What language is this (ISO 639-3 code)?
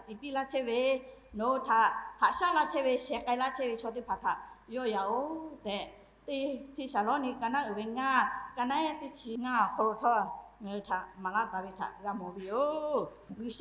lhu